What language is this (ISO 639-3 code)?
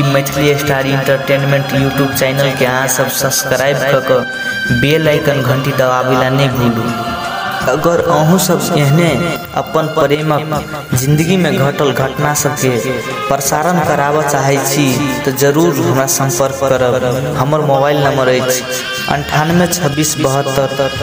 mai